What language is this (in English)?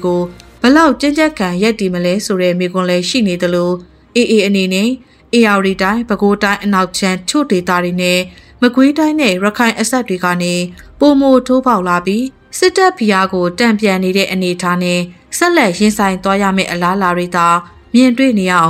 Burmese